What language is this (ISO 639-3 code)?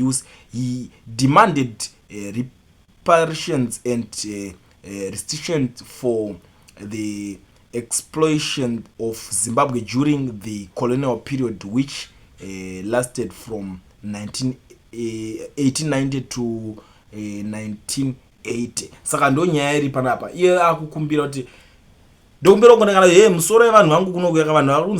sna